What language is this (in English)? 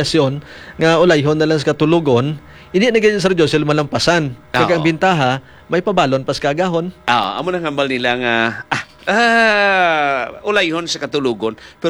Hiligaynon